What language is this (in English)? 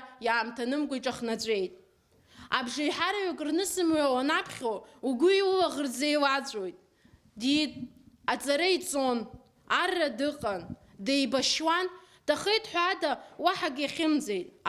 Abkhazian